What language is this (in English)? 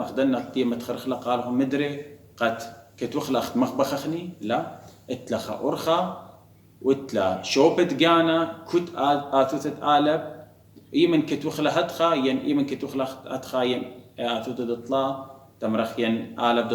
Assyrian Neo-Aramaic